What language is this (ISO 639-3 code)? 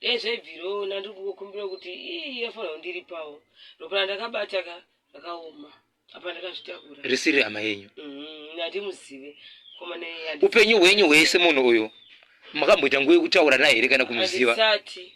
sna